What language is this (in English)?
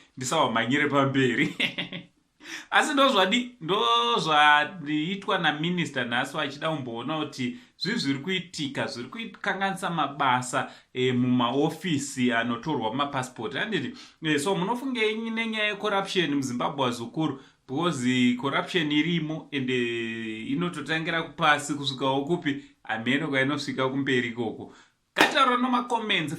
Shona